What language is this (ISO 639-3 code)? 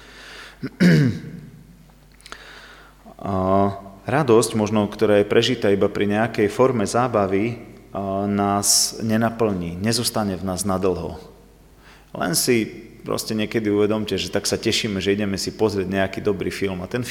slk